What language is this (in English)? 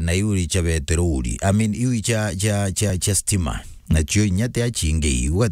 Meru